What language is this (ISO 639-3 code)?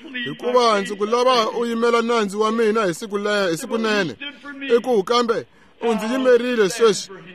tso